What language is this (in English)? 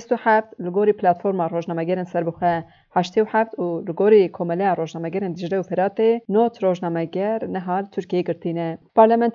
Kurdish